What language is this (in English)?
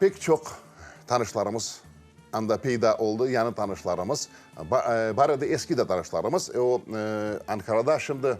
Crimean Tatar